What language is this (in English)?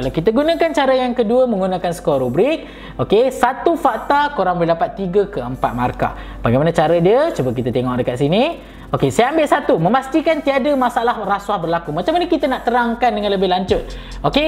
Malay